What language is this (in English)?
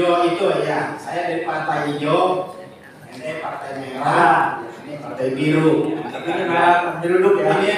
Betawi